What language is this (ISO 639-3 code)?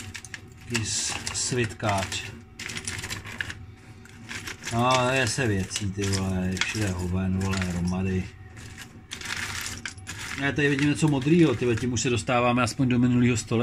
ces